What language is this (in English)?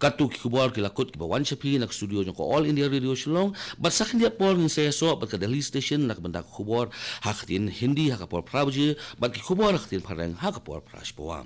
Khasi